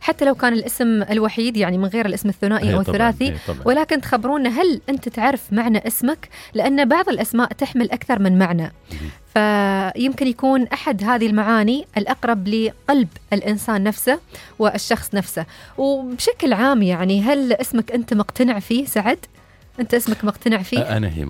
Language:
Najdi Arabic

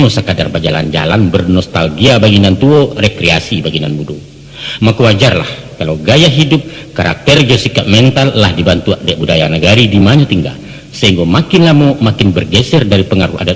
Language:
Minangkabau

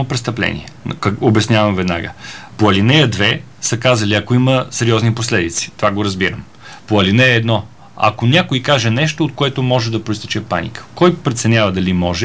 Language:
Bulgarian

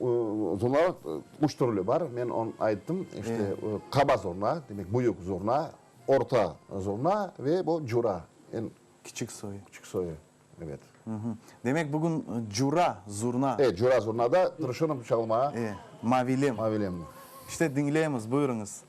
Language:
Crimean Tatar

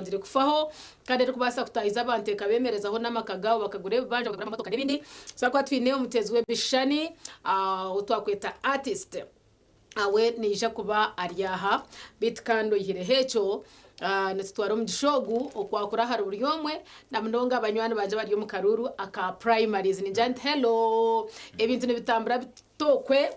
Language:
Nyankole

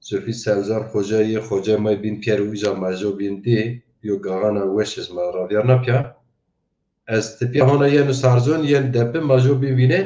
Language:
Zaza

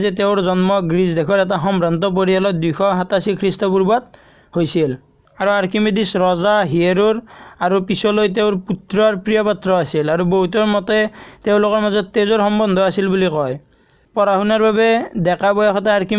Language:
Assamese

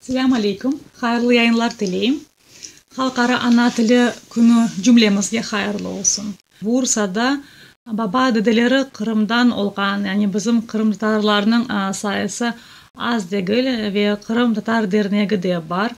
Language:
Crimean Tatar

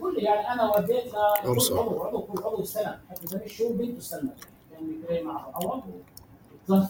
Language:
North Levantine Arabic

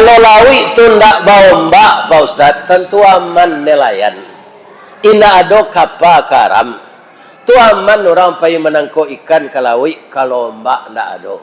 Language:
Minangkabau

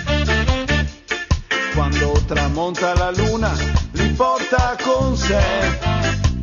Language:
Italian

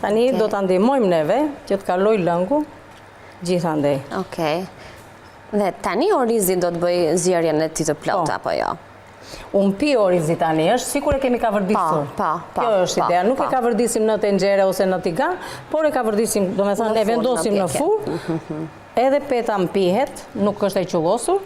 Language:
Albanian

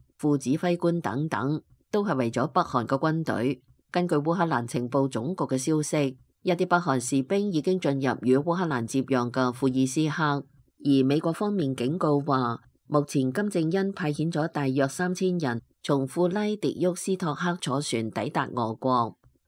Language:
Cantonese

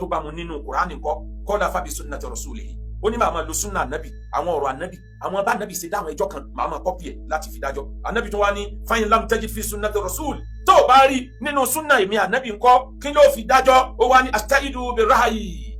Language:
Yoruba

